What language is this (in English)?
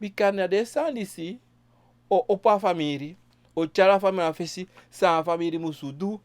Sranan Tongo